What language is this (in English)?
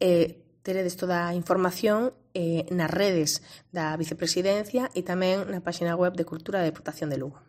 Galician